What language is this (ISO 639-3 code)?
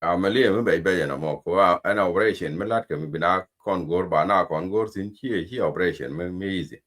nus